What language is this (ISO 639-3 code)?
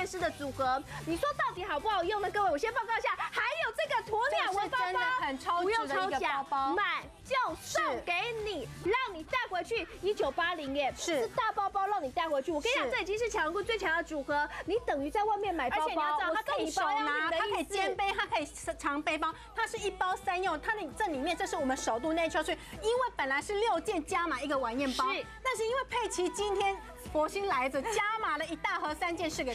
zho